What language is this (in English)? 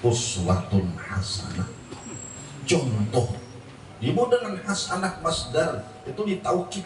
Banjar